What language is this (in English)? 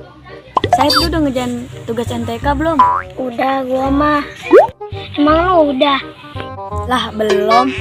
Betawi